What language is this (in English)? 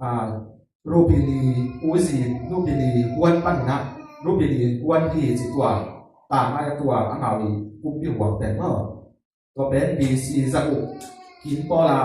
Tedim Chin